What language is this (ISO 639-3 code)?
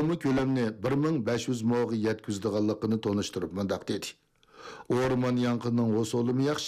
uig